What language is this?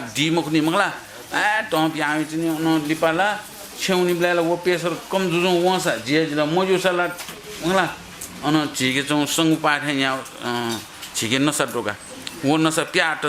Newari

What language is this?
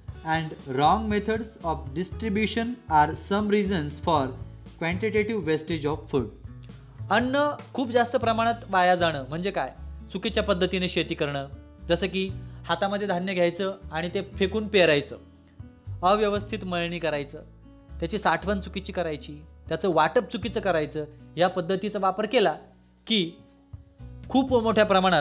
Marathi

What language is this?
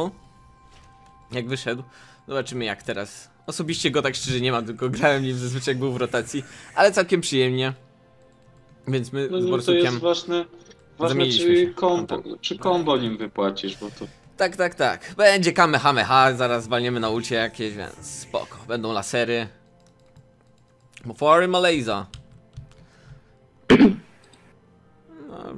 Polish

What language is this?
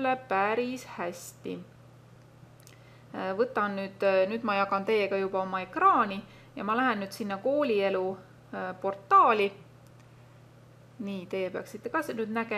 Estonian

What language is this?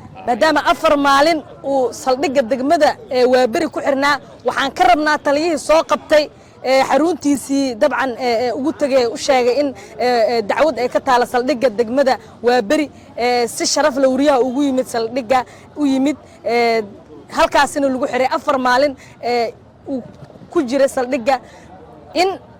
Somali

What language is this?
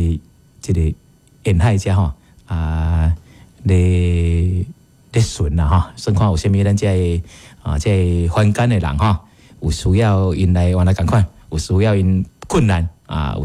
Min Nan Chinese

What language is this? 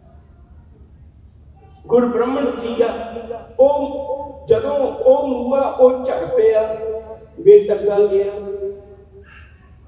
Punjabi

